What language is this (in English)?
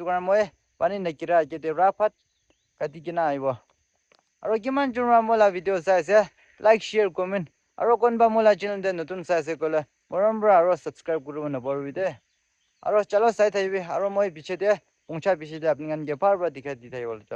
Naga Pidgin